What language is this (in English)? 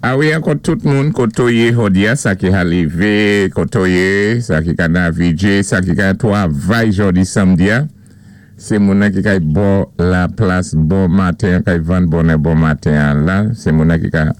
Saint Lucian Creole French